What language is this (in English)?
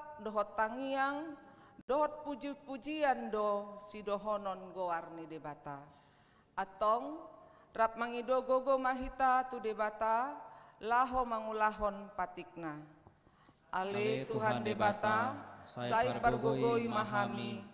Batak Toba